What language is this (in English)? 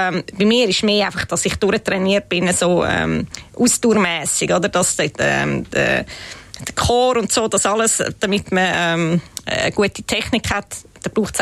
Swiss German